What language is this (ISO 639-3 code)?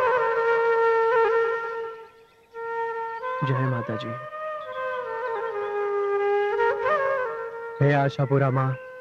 guj